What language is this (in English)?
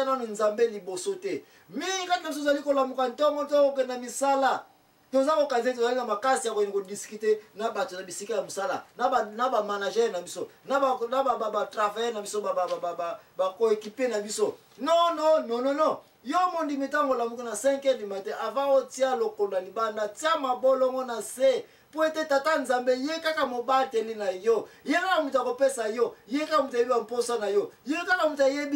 Lingala